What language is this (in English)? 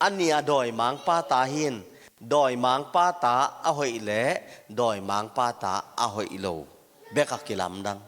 Tedim Chin